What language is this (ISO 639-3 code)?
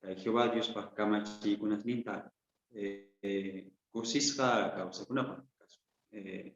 que